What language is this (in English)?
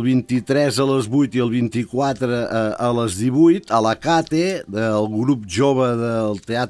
Catalan